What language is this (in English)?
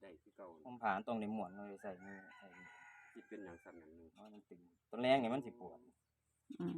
Northeastern Thai